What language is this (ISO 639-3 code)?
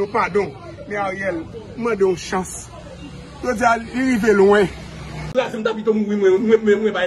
hat